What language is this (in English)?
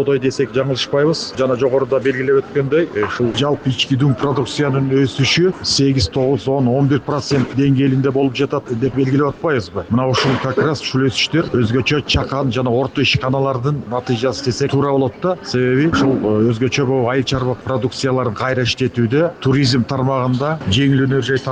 Kyrgyz